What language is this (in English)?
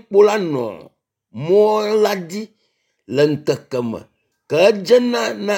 Ewe